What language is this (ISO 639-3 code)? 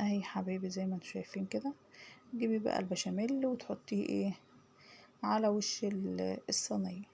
arz